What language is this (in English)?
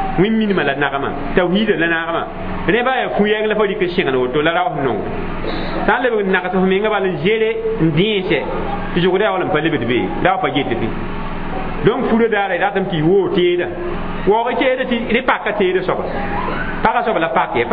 Mossi